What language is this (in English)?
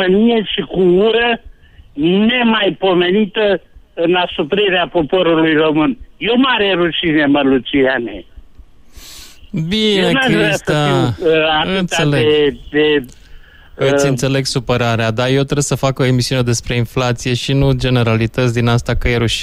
Romanian